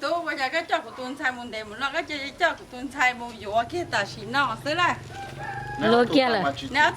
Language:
Hmong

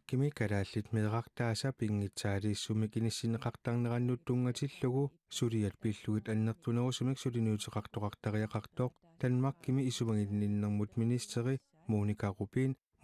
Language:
Kalaallisut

